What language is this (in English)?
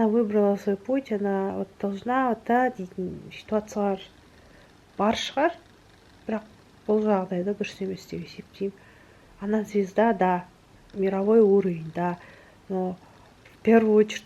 Kazakh